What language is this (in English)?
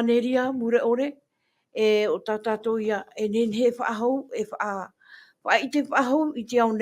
Tahitian